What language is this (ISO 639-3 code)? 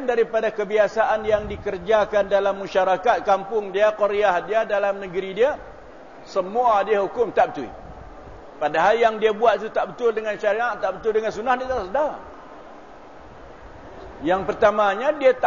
msa